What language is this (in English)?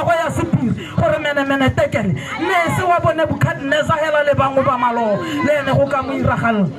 Tswana